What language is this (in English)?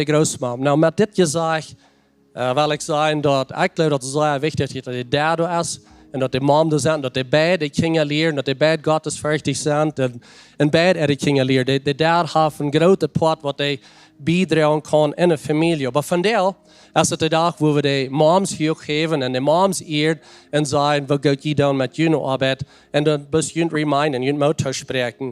Plautdietsch